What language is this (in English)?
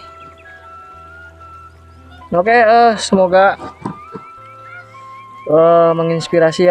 Indonesian